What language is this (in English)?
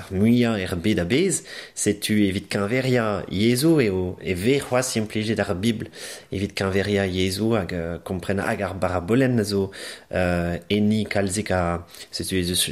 Breton